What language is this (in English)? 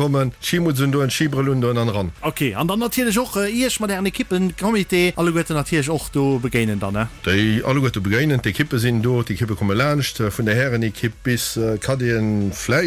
Luxembourgish